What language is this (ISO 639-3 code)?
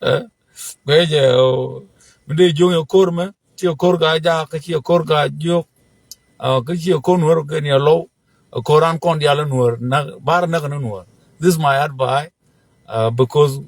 nus